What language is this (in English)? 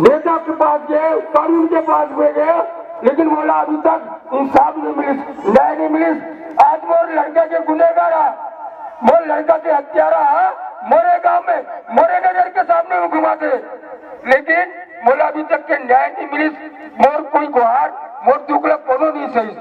Chhattisgarhi